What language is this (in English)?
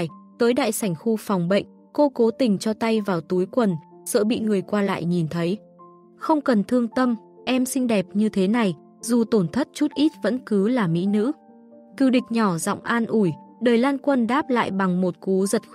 Vietnamese